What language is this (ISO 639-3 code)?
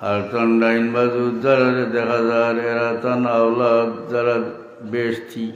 syl